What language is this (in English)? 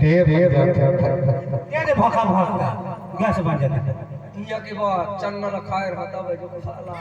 Chhattisgarhi